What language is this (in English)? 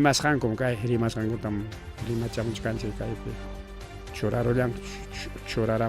Ayacucho Quechua